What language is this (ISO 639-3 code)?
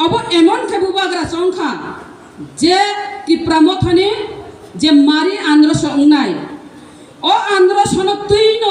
trp